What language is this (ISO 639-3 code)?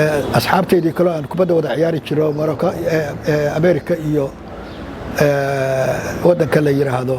som